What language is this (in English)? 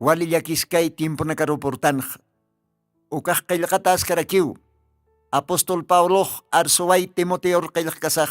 Aymara